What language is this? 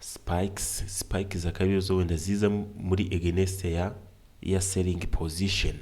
Kinyarwanda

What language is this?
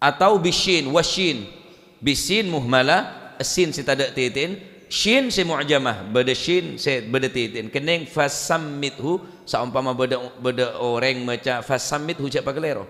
Madurese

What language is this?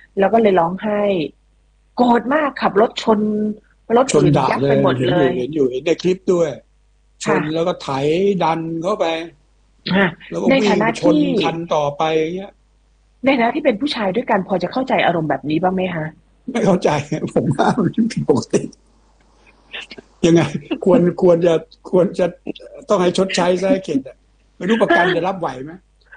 Thai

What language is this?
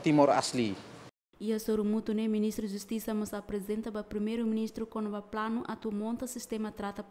Tetum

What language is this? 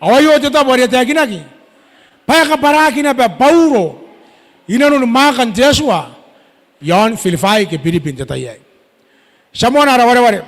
Gilbertese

